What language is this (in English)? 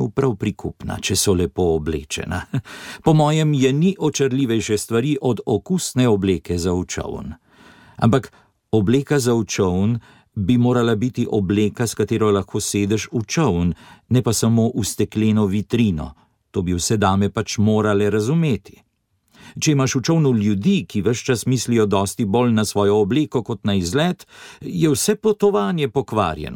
Slovenian